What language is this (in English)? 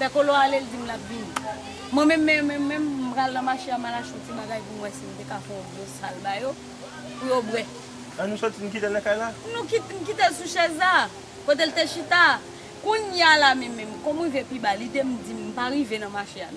Haitian Creole